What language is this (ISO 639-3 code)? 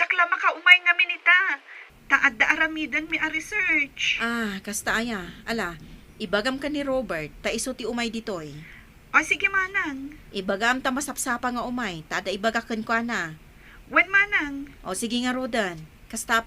ilo